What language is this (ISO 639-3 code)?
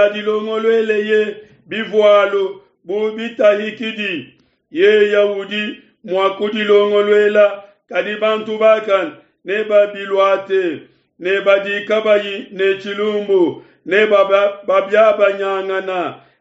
lua